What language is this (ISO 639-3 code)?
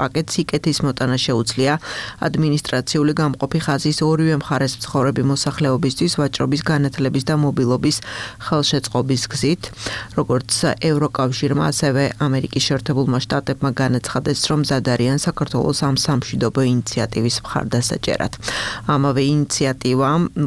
kat